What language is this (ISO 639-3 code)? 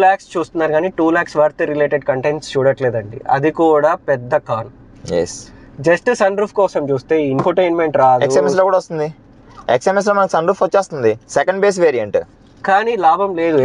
tel